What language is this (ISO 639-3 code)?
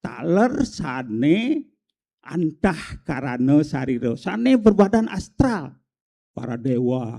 ban